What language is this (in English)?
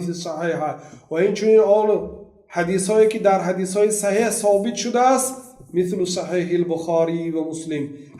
Tajik